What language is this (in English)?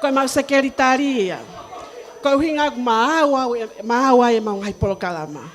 Tongan